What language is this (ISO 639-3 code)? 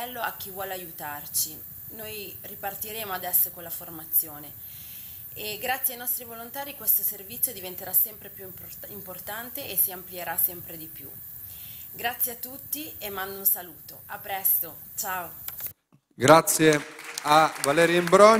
ita